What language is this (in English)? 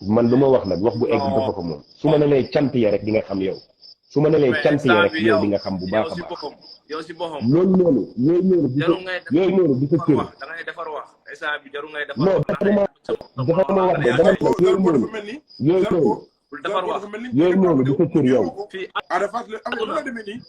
Wolof